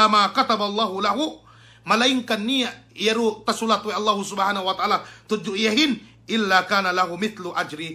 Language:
Yakan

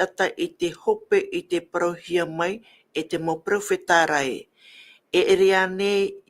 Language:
Tahitian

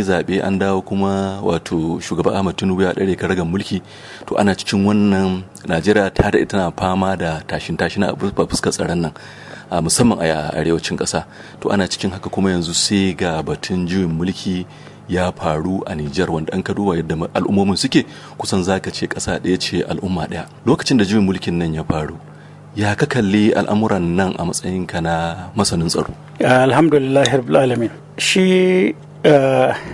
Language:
Hausa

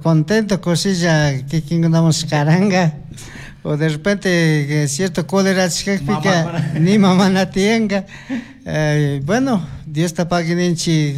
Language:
Chimborazo Highland Quichua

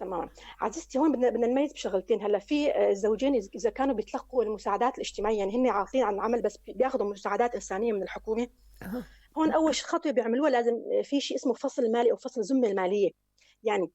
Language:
North Levantine Arabic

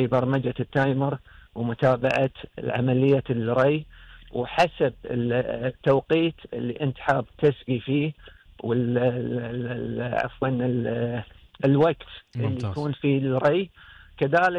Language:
Gulf Arabic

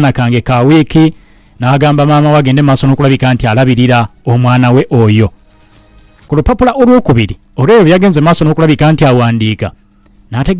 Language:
Ganda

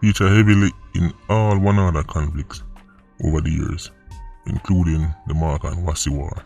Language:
Jamaican Creole English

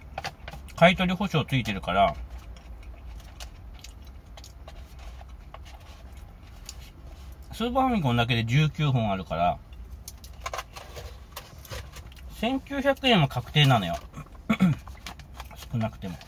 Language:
Japanese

